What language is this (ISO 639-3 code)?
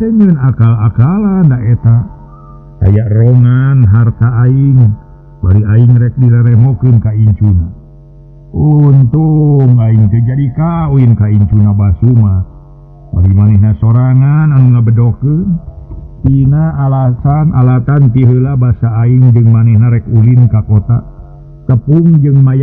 sun